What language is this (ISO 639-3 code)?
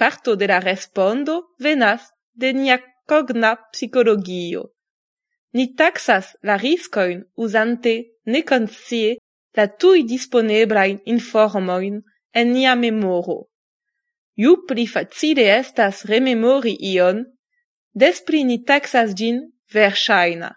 epo